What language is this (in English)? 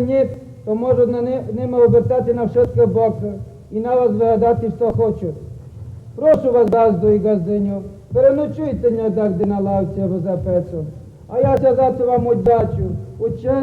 Rusyn